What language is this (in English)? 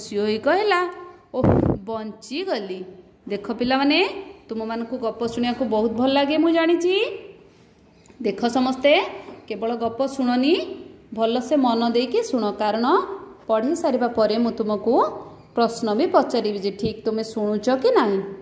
Odia